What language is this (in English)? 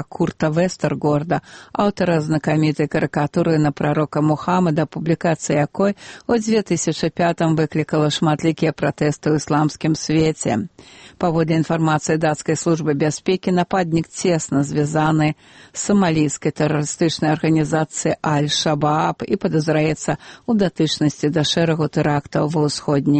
Belarusian